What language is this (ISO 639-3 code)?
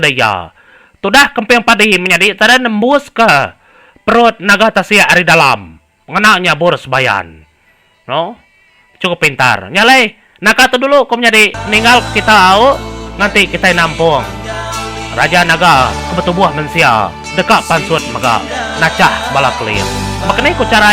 iba